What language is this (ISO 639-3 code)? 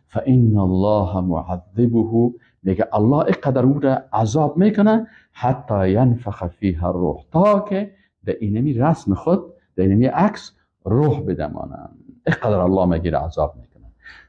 fas